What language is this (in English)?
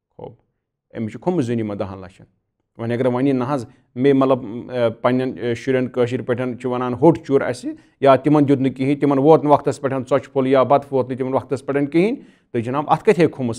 Kashmiri